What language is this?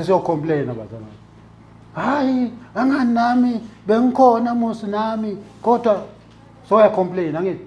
Zulu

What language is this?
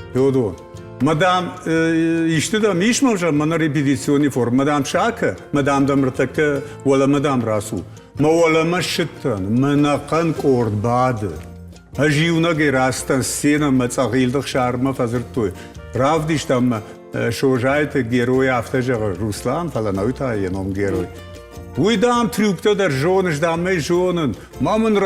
Ossetic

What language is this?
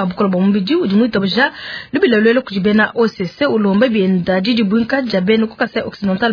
Luba-Lulua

